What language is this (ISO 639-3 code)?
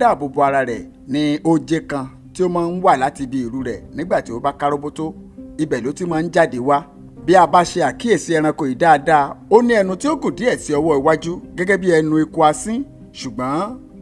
yor